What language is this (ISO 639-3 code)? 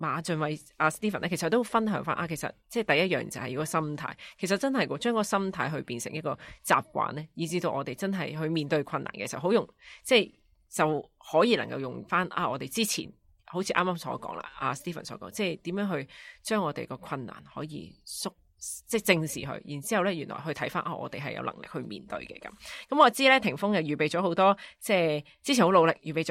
yue